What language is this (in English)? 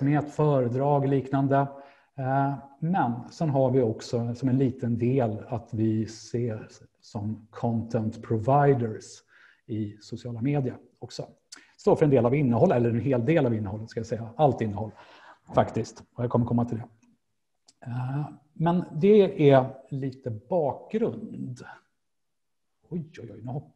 Swedish